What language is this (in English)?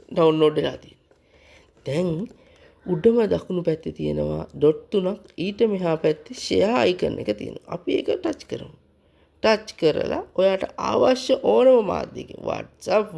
Sinhala